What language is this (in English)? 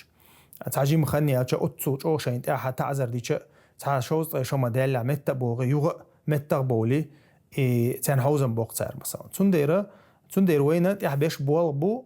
Chechen